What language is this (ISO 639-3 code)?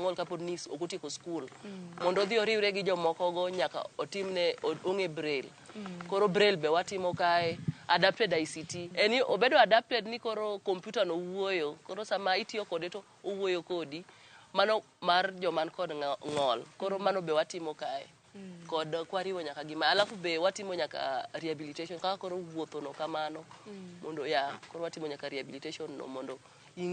luo